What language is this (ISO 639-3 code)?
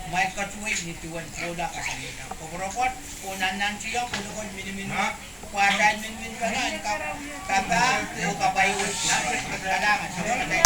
pon